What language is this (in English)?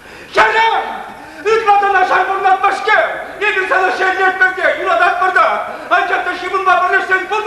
Chuvash